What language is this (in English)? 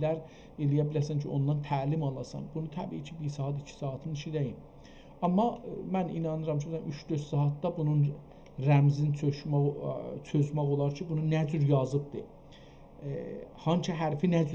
South Azerbaijani